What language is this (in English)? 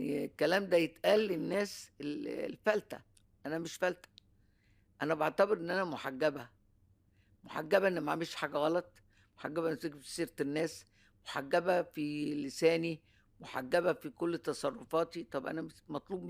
Egyptian Arabic